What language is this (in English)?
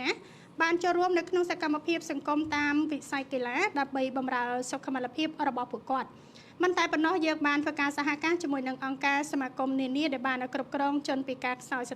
Khmer